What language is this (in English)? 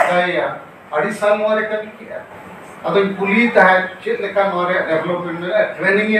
Santali